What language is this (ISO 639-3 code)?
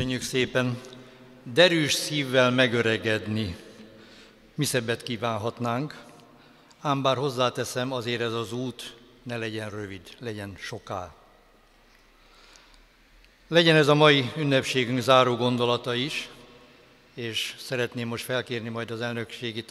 hun